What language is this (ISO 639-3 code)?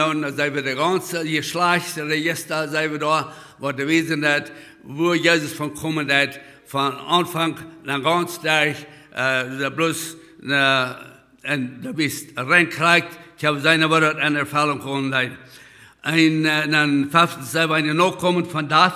pdt